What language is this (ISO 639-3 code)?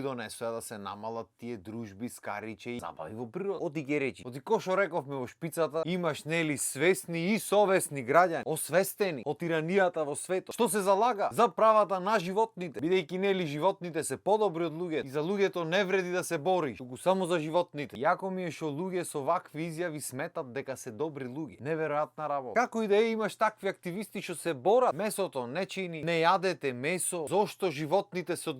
mkd